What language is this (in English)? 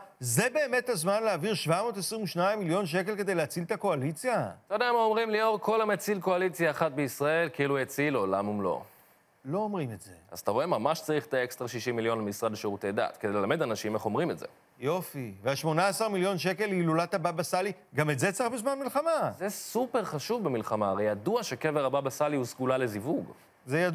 Hebrew